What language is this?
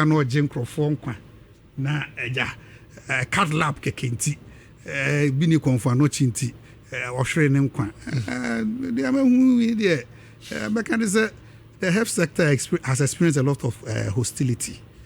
Akan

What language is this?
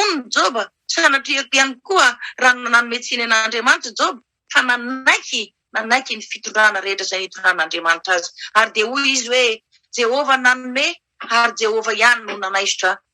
Malagasy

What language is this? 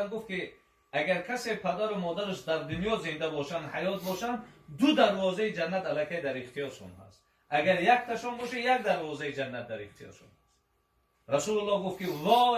Tajik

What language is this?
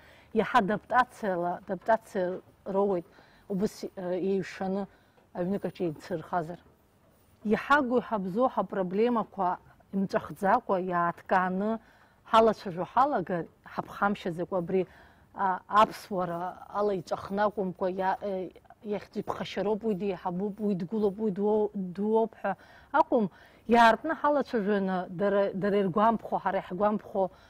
Abkhazian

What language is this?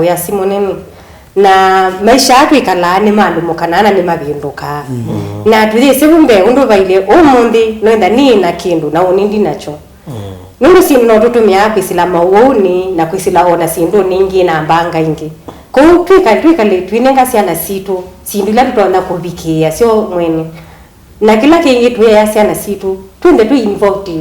Kamba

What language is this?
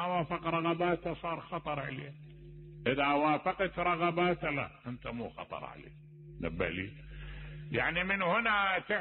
Mesopotamian Arabic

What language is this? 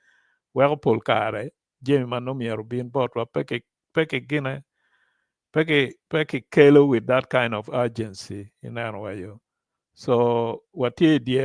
Acoli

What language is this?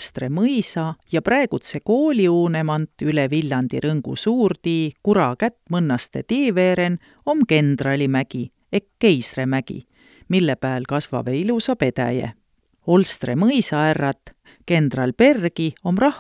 Estonian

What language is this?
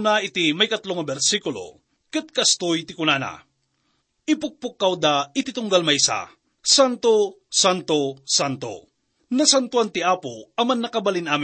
Iloko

